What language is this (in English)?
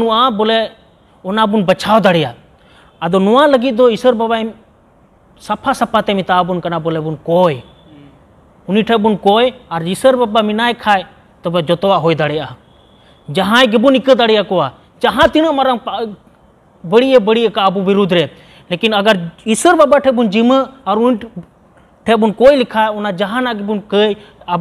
Santali